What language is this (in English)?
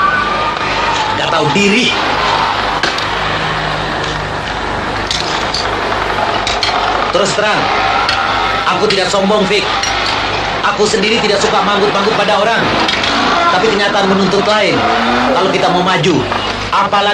Indonesian